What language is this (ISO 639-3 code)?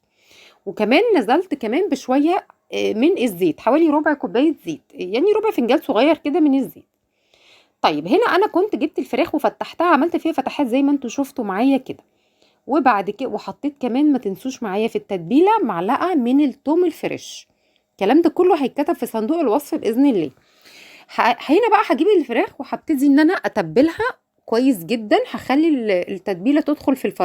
arz